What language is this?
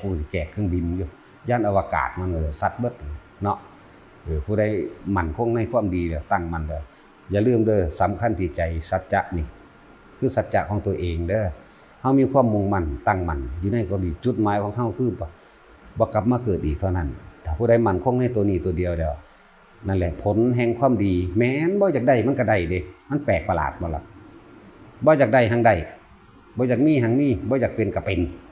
Lao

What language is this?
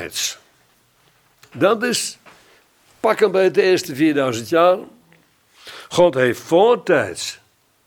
Dutch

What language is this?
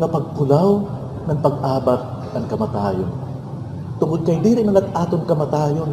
Waray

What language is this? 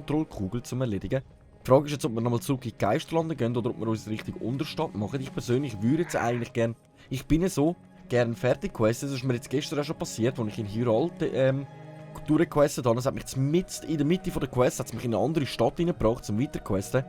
Swiss German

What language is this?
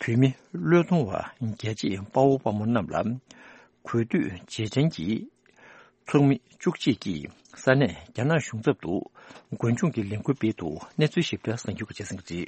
Tibetan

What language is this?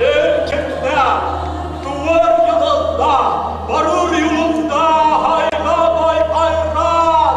Bashkir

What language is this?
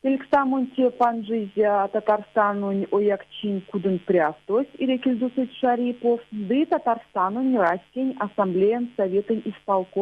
Erzya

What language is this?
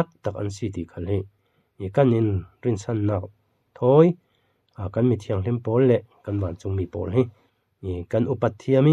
Falam Chin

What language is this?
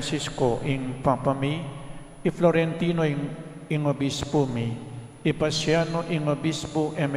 Pampanga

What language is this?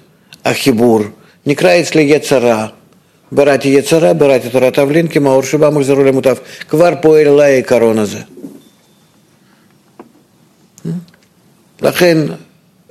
Hebrew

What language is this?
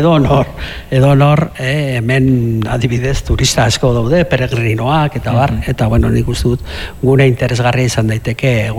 Basque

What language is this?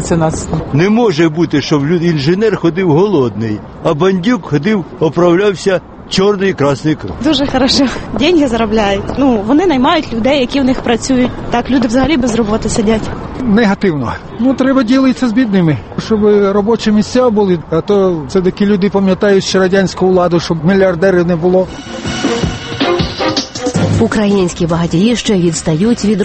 Ukrainian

